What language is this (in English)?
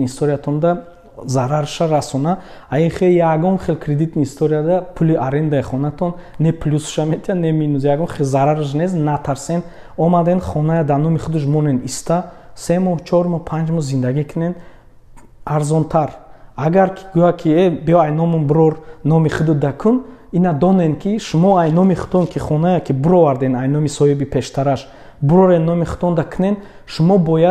Tajik